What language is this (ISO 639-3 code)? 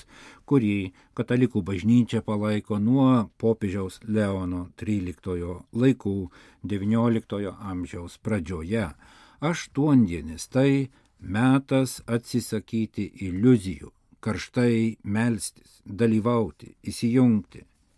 lit